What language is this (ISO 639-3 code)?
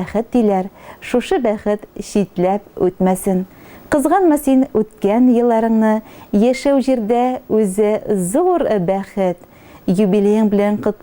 tat